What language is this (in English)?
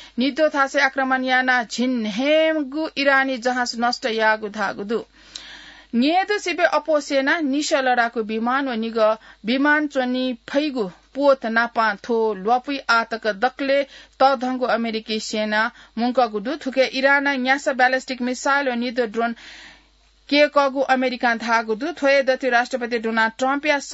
Newari